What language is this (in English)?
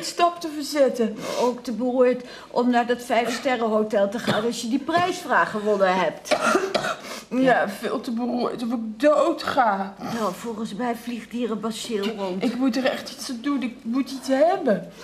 Dutch